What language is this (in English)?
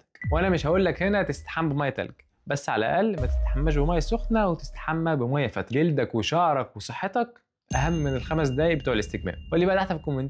Egyptian Arabic